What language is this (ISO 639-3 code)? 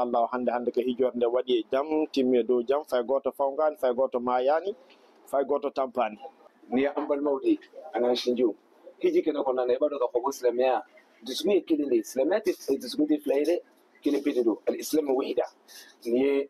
bam